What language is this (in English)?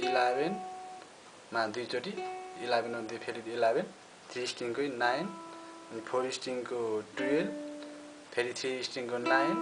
Nepali